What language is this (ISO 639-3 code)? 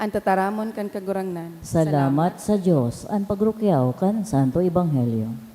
bik